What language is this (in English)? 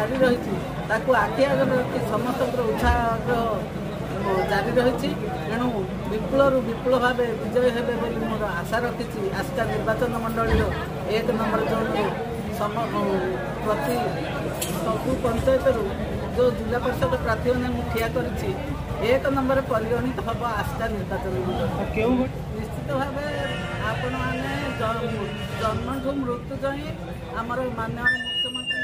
Odia